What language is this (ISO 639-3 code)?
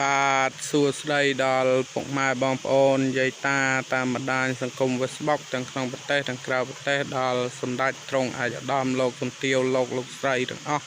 khm